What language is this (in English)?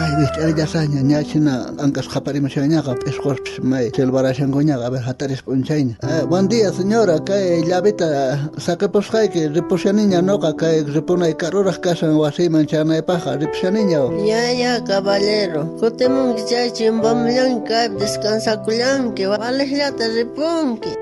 South Bolivian Quechua